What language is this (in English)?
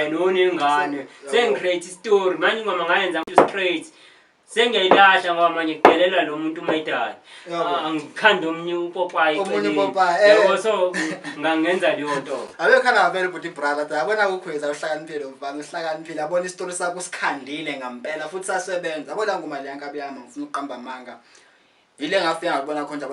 Zulu